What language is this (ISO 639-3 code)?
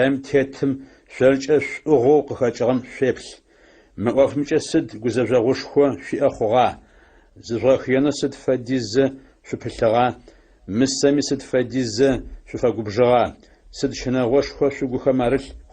ady